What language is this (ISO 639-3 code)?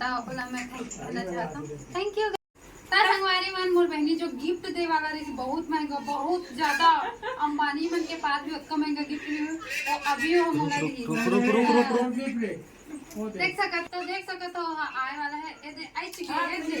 hne